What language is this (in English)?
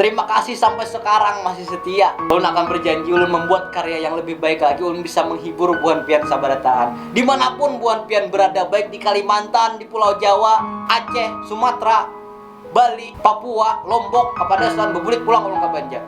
Banjar